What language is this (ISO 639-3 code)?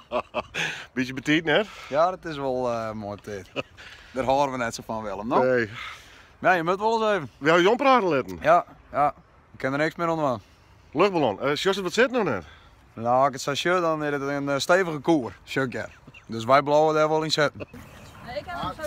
fry